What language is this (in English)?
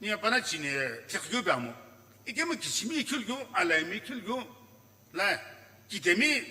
Sumi Naga